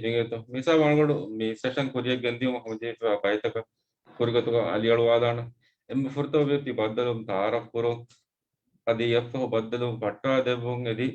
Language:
Divehi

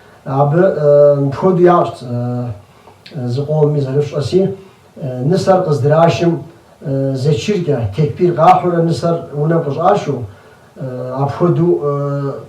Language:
Kabardian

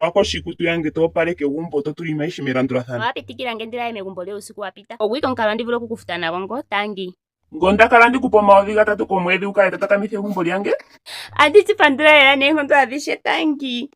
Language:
Ndonga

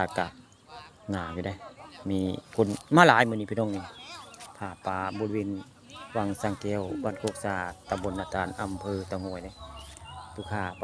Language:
Northeastern Thai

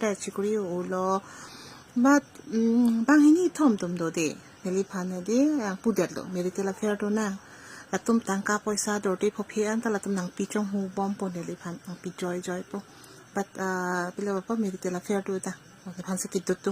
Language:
Karbi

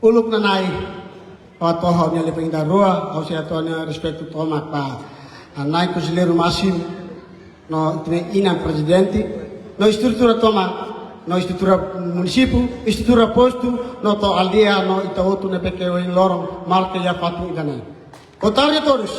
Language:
Tetum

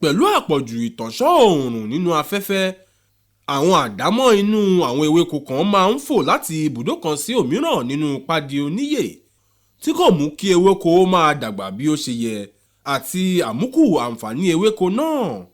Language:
Yoruba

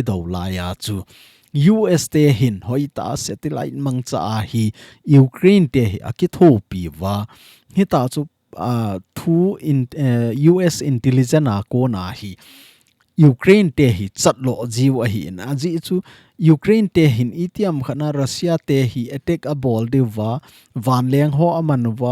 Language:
Thado Chin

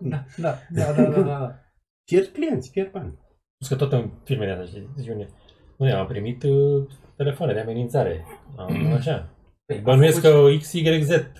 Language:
Romanian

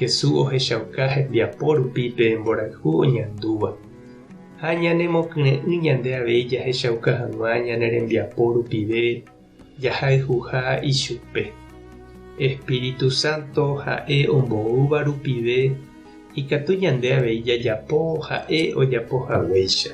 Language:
Guarani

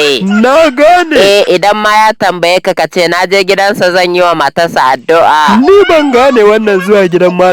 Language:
Hausa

